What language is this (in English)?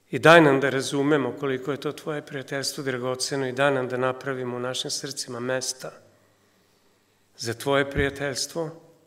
Serbian